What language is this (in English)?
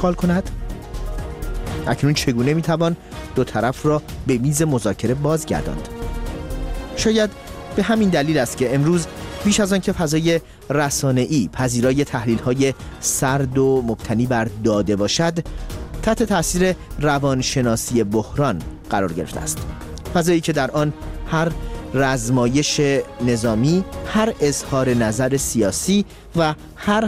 Persian